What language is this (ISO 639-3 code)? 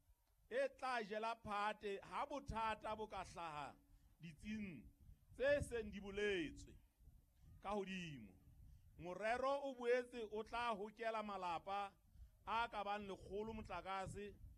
sot